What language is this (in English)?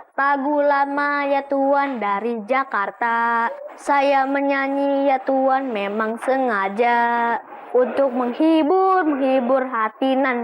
Betawi